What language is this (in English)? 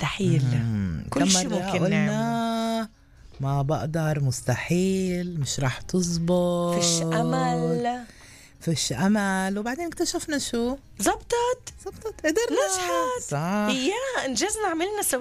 North Levantine Arabic